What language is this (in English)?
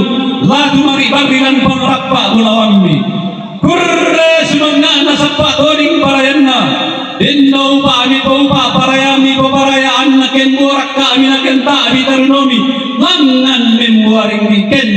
Toraja-Sa'dan